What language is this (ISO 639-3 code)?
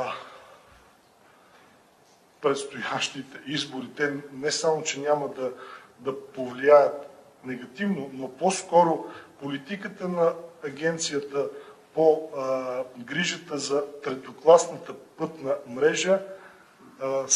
bul